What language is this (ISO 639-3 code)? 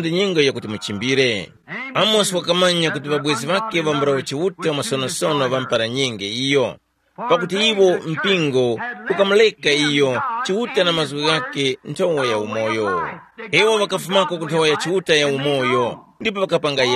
tum